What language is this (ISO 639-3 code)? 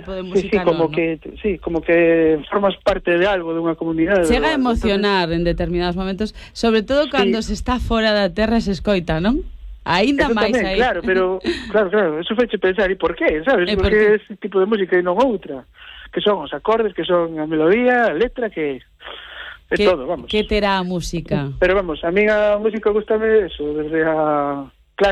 glg